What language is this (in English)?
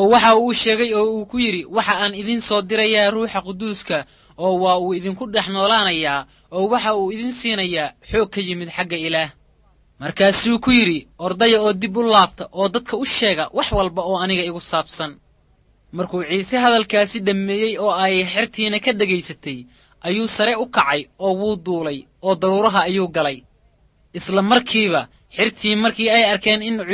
Somali